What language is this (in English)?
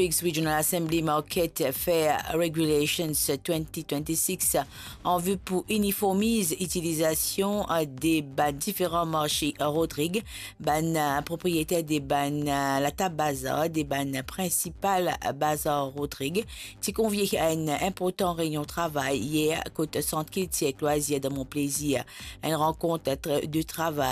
Morisyen